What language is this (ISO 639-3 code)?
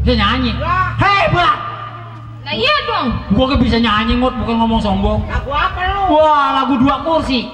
bew